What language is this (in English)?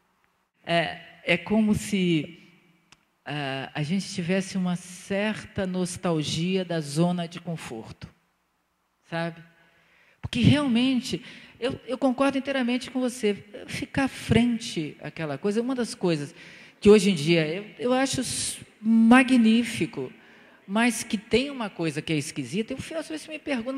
Portuguese